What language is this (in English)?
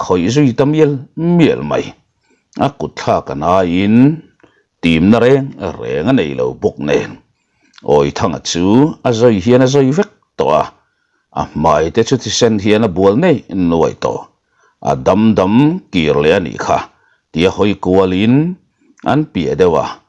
Mizo